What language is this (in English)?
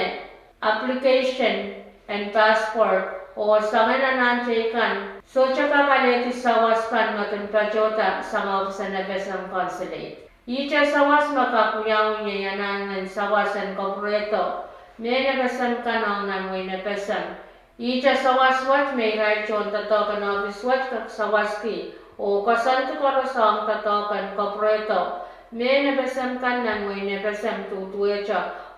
Pohnpeian